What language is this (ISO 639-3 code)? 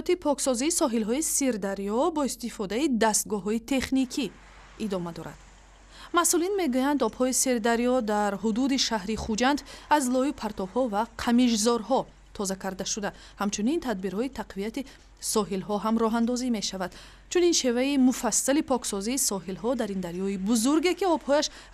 tgk